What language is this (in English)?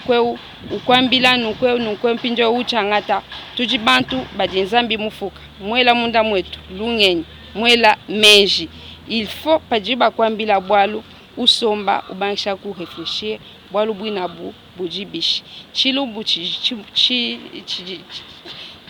Luba-Lulua